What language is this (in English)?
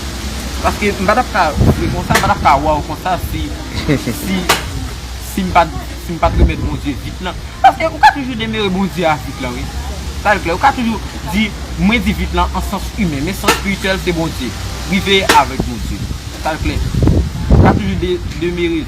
Haitian Creole